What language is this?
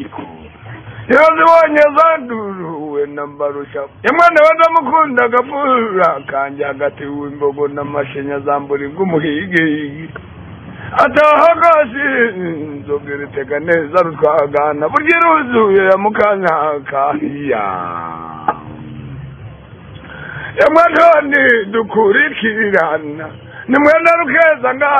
Kinyarwanda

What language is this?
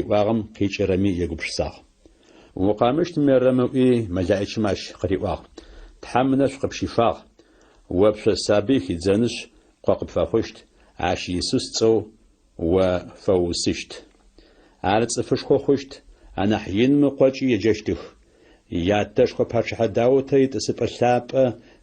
Adyghe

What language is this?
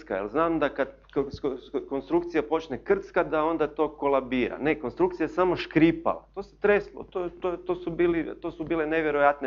Croatian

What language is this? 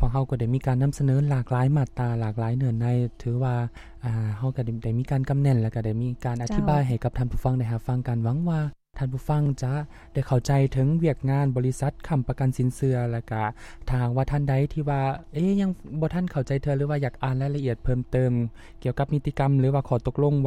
Lao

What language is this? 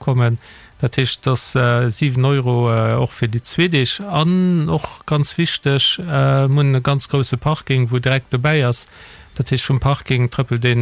Luxembourgish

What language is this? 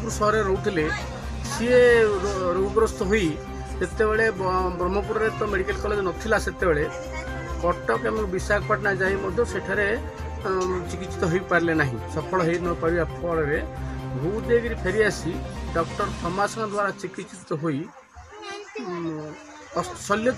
Odia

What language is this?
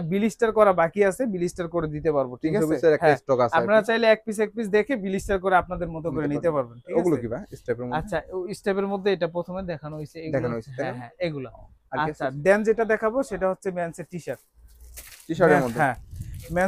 Bangla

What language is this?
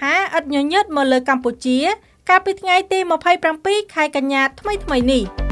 Khmer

